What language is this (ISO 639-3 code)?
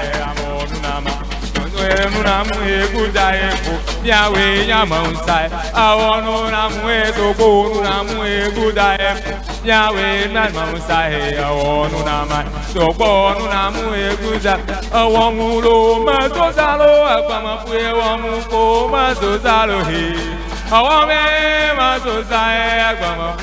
ewe